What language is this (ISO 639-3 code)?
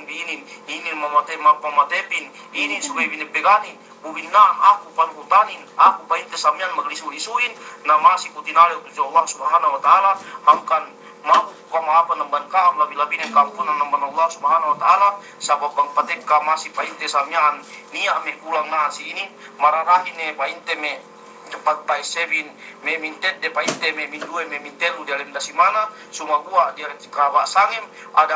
yka